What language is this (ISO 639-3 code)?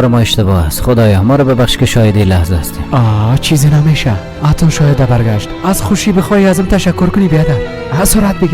fas